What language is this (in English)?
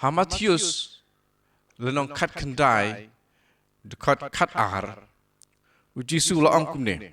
Khasi